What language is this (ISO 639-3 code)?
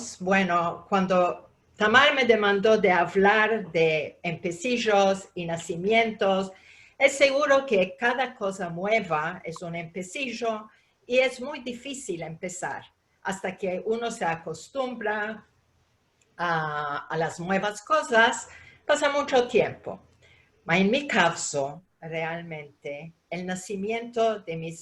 lad